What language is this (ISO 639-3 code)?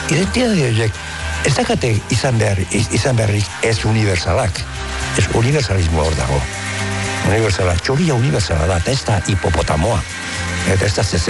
eus